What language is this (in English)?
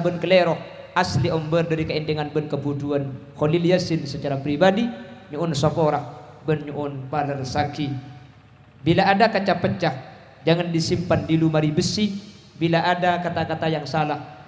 Madurese